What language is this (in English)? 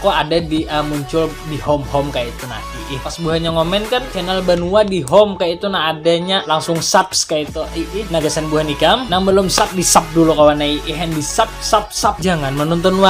Banjar